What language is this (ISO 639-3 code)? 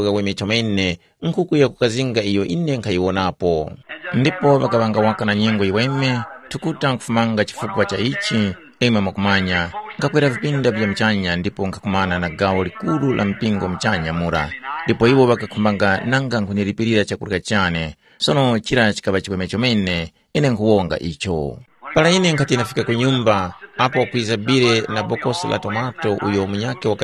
tum